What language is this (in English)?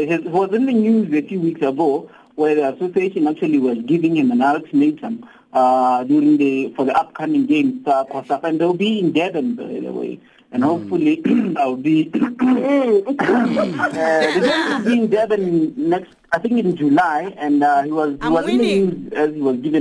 English